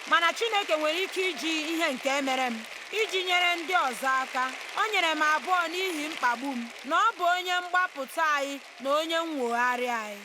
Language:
Igbo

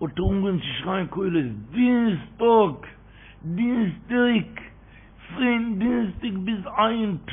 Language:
Yiddish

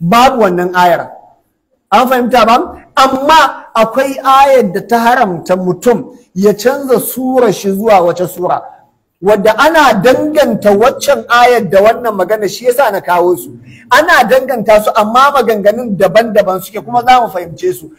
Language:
Hausa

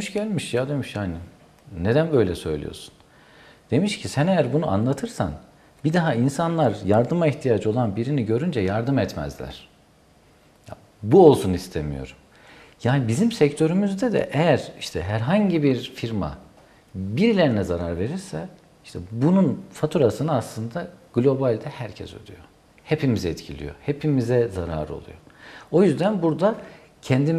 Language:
Turkish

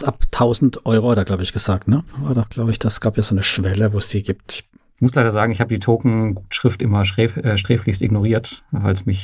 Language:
German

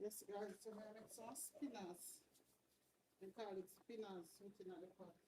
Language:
Jamaican Creole English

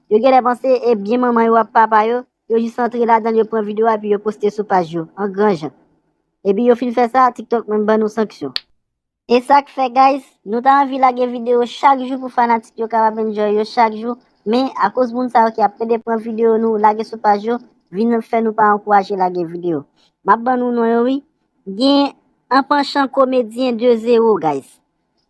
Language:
Haitian Creole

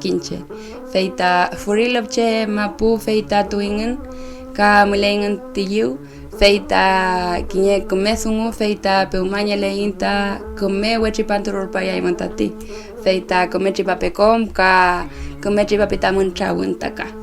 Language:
Mapuche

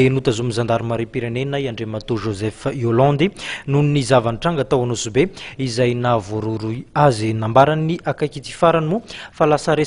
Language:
Malagasy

